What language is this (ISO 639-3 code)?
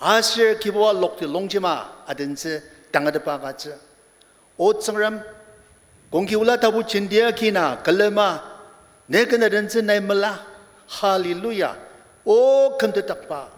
njo